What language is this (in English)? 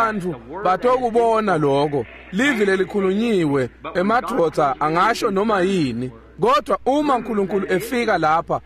Swati